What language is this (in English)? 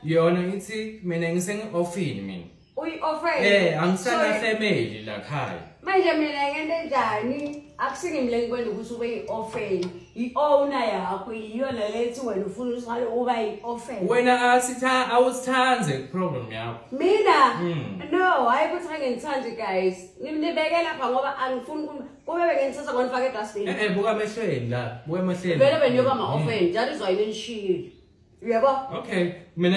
Zulu